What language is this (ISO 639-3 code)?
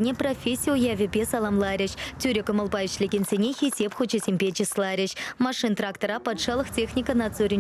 chv